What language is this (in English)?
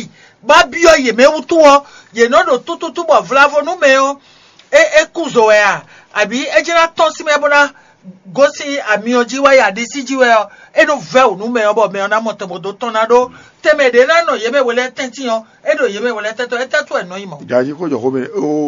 Fon